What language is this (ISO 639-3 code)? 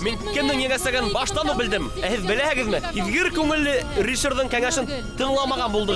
bak